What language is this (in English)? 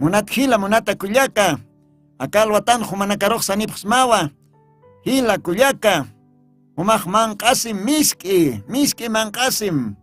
Aymara